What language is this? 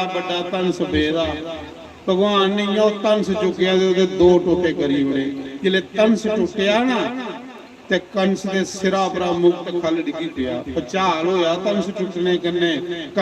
Dogri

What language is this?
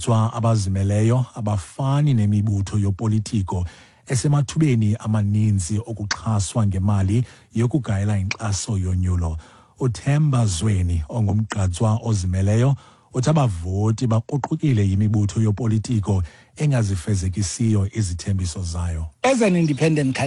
Xhosa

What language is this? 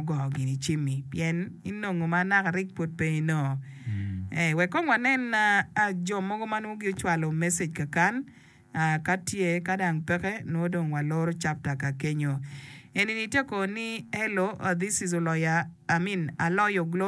Acoli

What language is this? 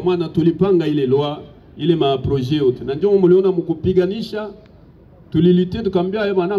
Swahili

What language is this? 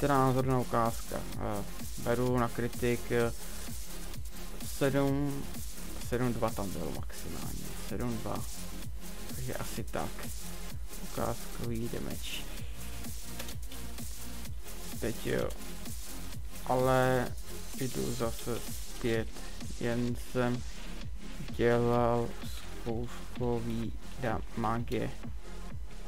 Czech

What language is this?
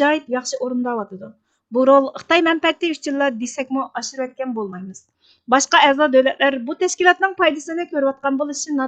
Uyghur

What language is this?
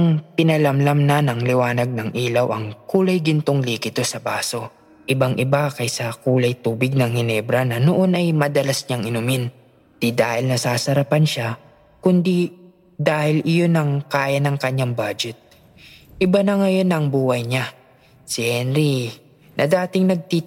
Filipino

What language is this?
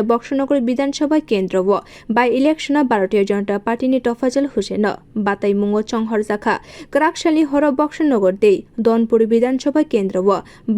Kok Borok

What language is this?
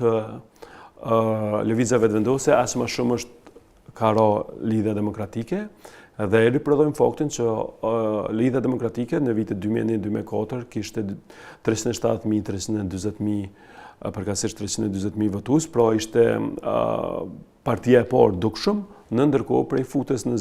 Albanian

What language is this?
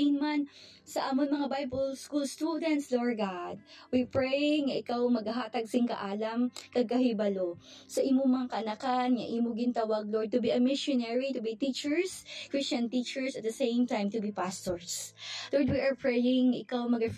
Hiligaynon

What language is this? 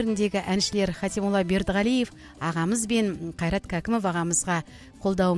Kazakh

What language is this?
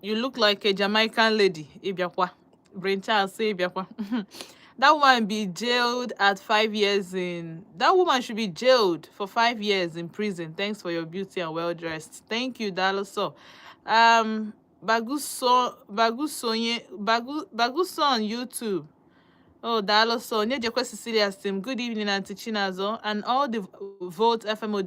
Igbo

